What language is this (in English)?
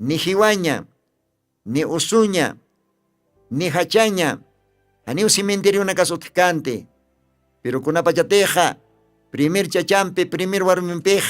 Aymara